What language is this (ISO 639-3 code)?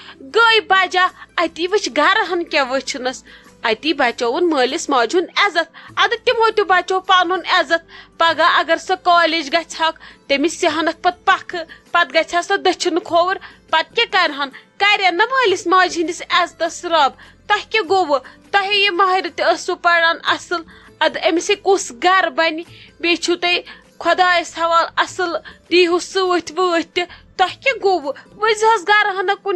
kas